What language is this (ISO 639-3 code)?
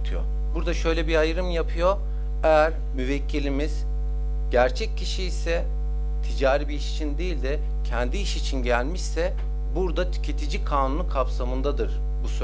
tur